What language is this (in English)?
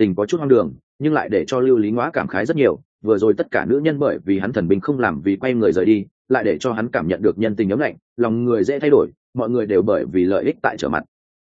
Vietnamese